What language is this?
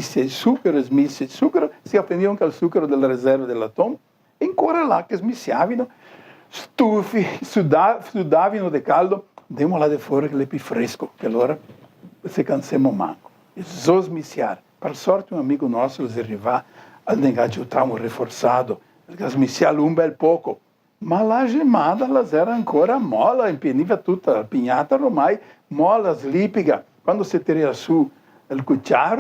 Venetian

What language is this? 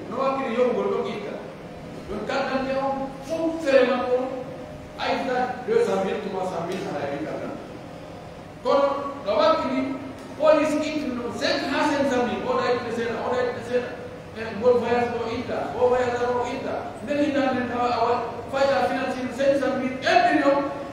Pular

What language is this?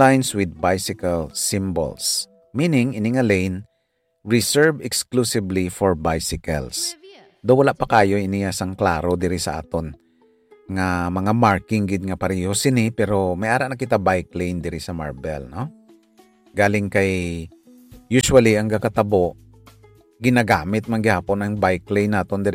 Hiligaynon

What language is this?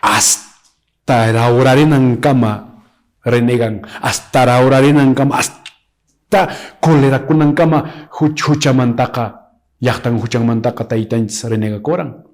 Quechua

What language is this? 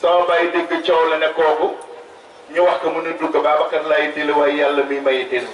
Wolof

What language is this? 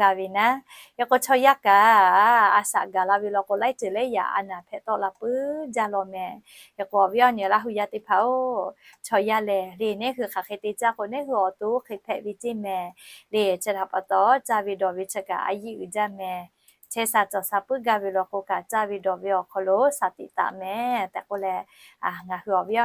Lahu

